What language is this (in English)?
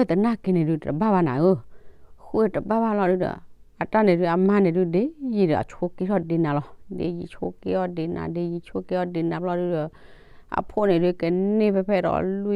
S'gaw Karen